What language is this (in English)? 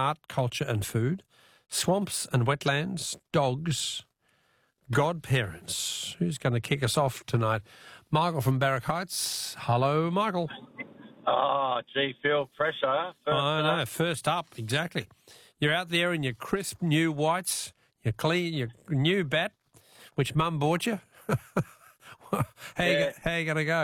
English